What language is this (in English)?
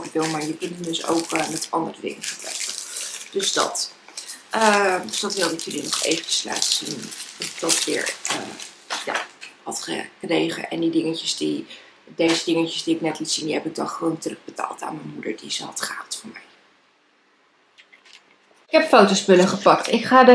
Dutch